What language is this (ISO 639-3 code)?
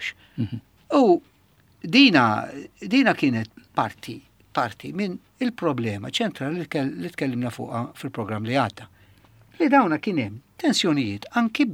mlt